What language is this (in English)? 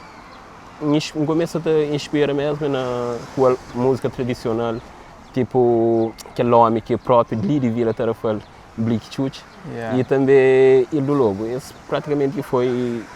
Kabuverdianu